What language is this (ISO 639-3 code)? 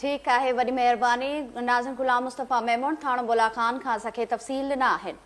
snd